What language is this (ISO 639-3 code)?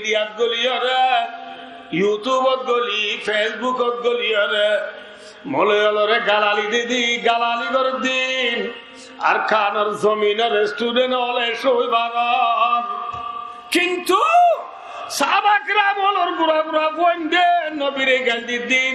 rhg